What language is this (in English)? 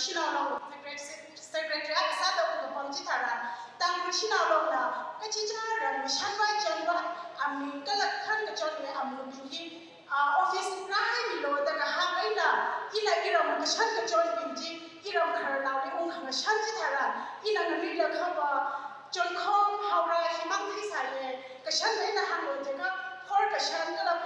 Tangkhul Naga (India)